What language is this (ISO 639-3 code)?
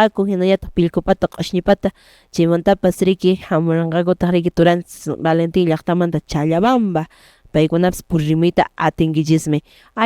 que